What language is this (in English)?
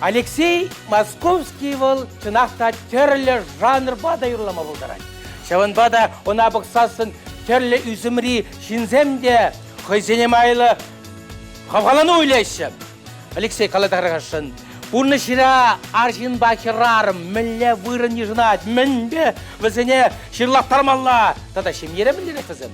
Chuvash